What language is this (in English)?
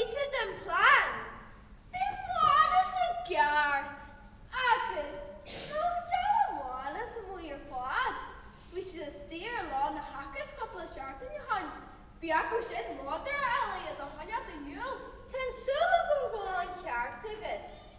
Irish